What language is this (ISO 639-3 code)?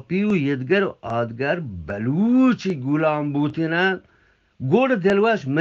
bgp